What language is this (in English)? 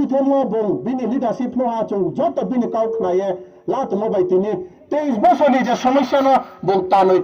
Riang (India)